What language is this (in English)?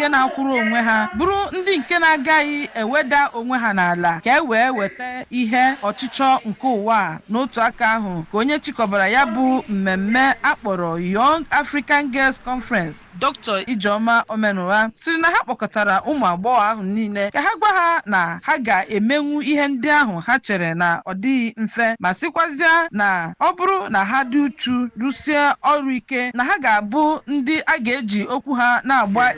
Igbo